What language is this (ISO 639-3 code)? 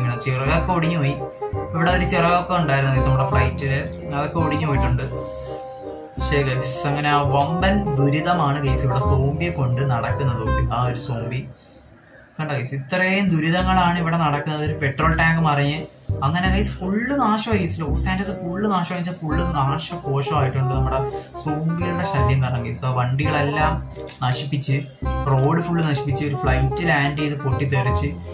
mal